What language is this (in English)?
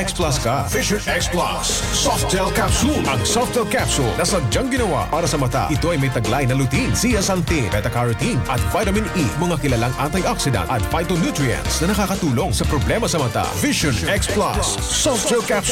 Filipino